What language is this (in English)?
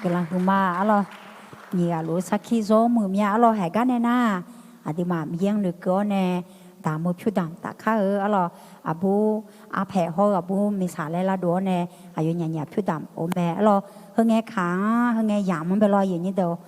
Akha